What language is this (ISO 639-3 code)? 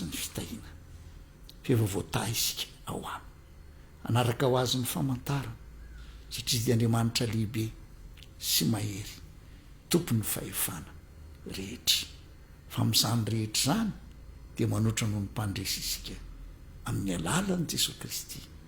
mlg